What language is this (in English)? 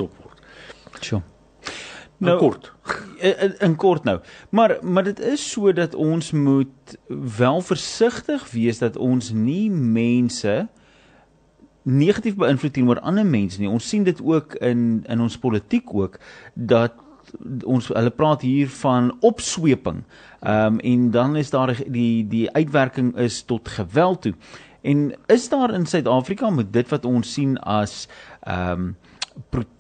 Afrikaans